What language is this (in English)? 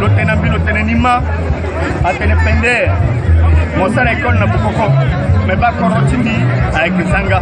Sango